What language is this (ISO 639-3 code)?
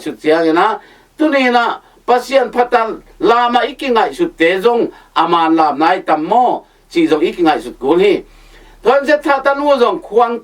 ctd